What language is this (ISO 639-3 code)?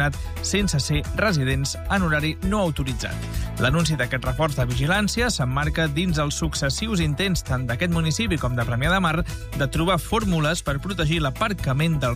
cat